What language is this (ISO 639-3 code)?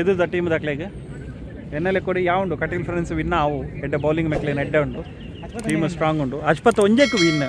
tcy